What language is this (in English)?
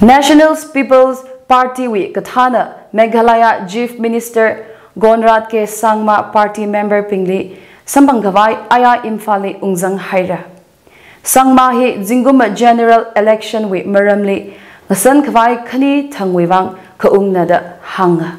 Tangkhul Naga (India)